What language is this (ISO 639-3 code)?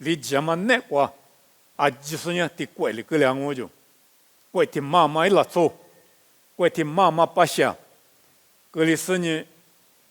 lis